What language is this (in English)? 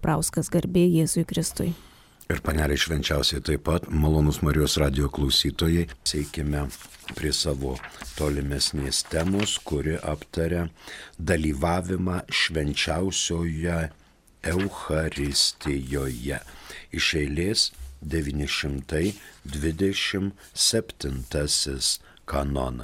Lithuanian